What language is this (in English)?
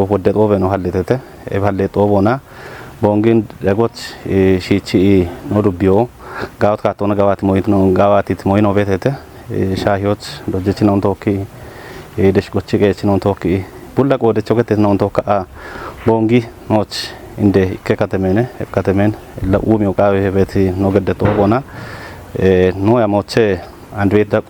Kafa